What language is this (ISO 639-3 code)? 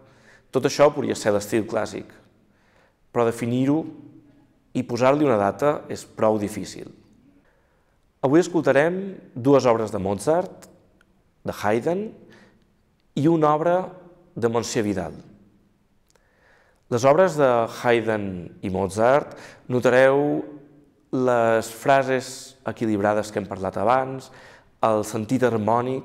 cat